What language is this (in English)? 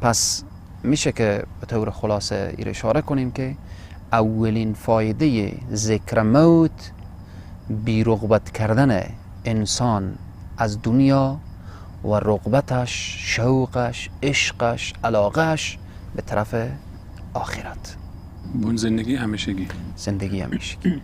Persian